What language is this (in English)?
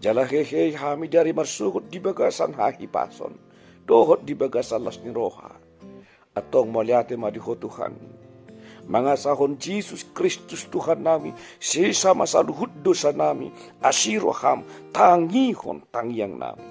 Batak Toba